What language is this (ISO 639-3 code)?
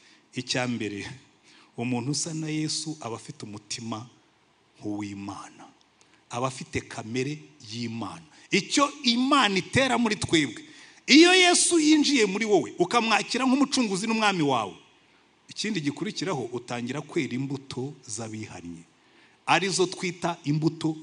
kin